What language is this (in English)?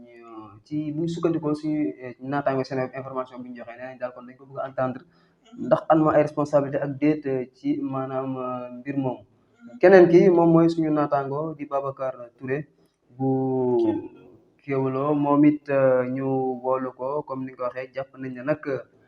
Wolof